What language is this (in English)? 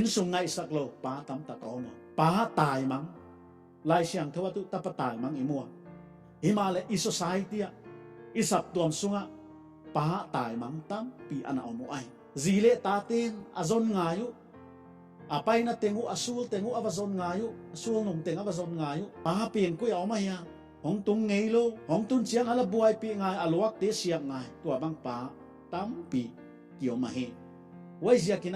Paite Chin